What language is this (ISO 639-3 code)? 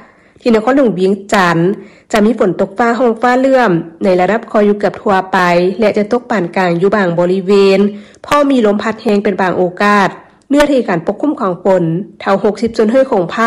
lao